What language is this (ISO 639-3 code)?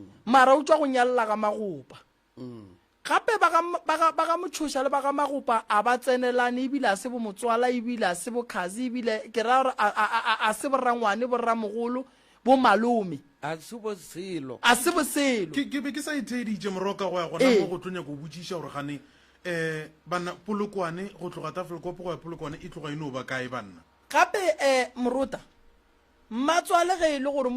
nso